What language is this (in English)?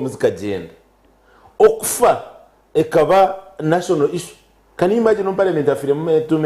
Nyankole